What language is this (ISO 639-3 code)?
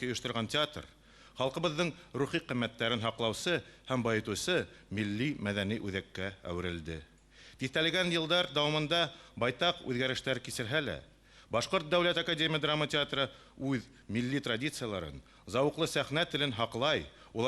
bak